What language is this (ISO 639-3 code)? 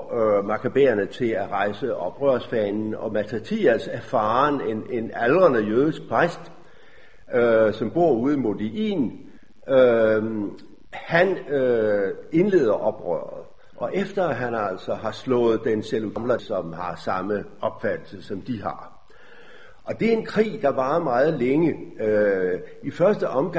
dan